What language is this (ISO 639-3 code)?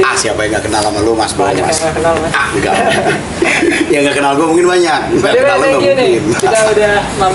ind